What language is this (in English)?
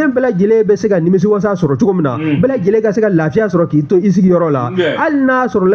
Bambara